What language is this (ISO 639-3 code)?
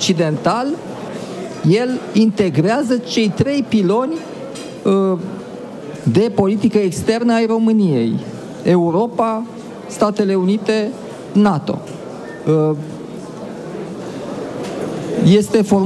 ron